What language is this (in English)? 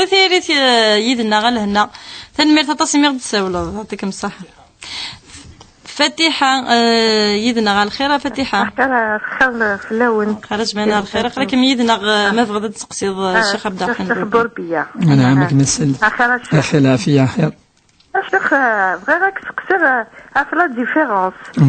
Kabyle